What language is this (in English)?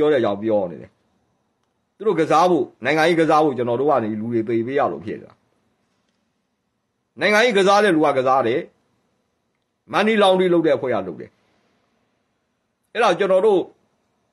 Burmese